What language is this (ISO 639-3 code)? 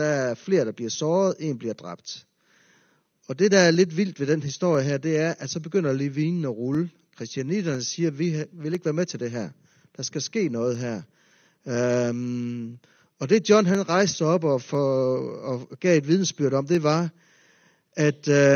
dan